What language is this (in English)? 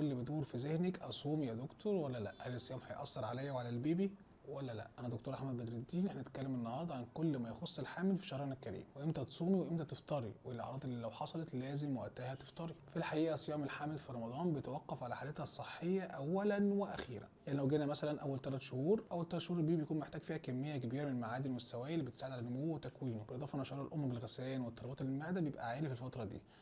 Egyptian Arabic